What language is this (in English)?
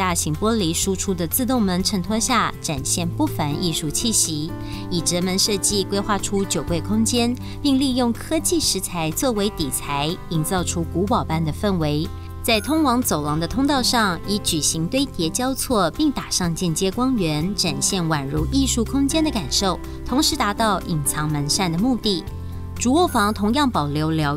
Chinese